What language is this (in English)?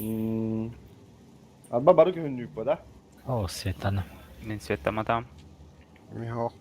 Yakut